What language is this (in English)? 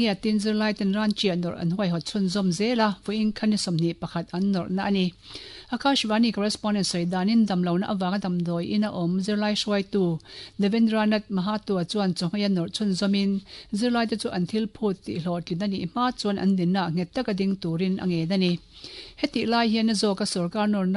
Mizo